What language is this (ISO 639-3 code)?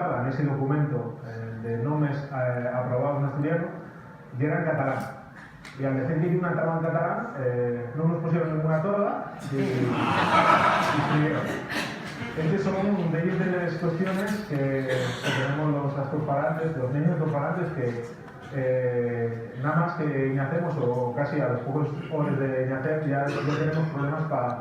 ast